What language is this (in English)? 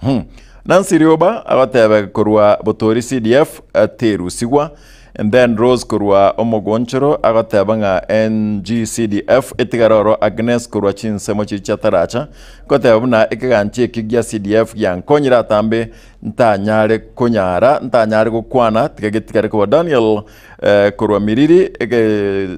Gusii